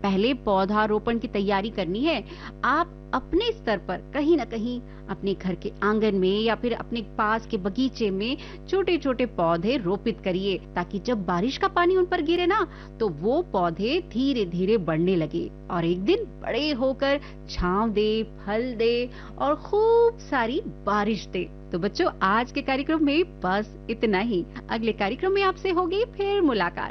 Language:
Hindi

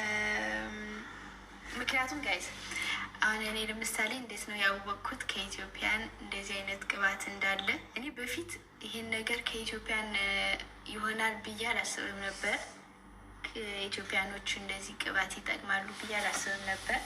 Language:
Amharic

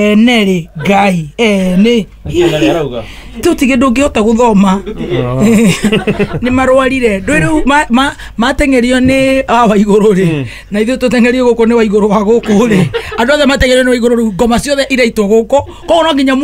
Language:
Kikuyu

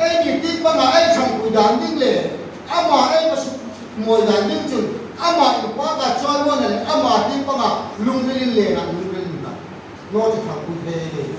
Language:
Hmar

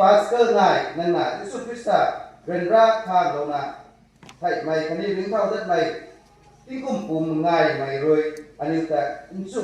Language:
Rongmei Naga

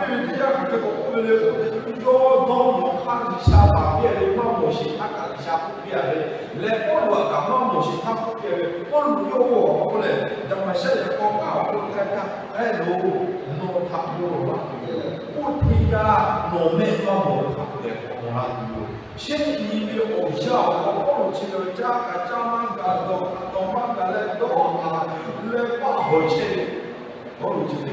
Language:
Lahu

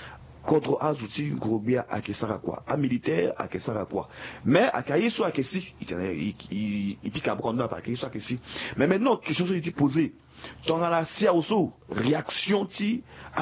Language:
Sango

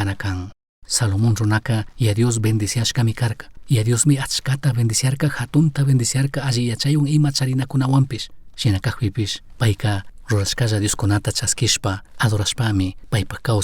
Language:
Chimborazo Highland Quichua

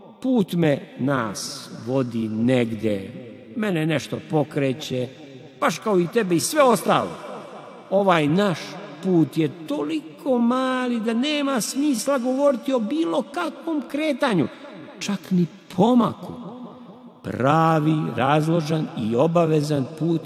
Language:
Serbian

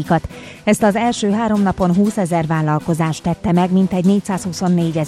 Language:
Hungarian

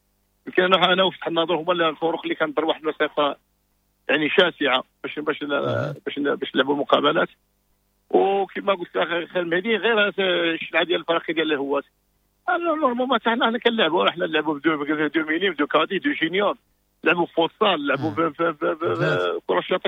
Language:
Moroccan Arabic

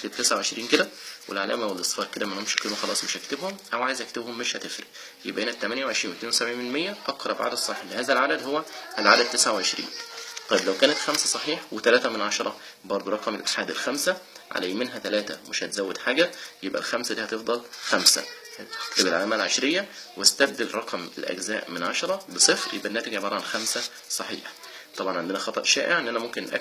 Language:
Egyptian Arabic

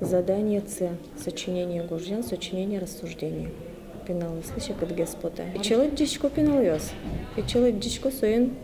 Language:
Udmurt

